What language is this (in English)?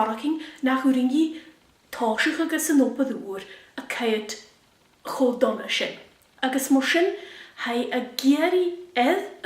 Scottish Gaelic